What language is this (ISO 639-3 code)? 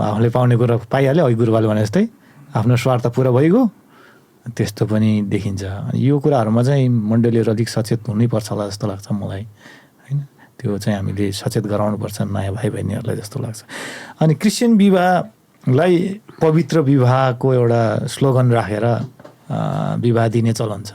nep